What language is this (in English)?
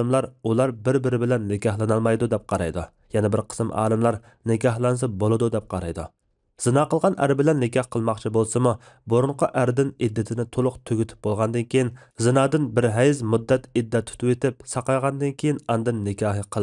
Uyghur